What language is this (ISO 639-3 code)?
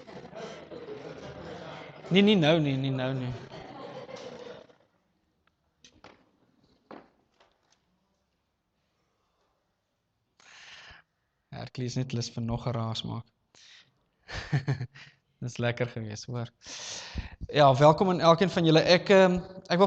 afr